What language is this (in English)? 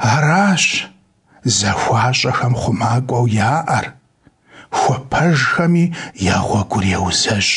Kabardian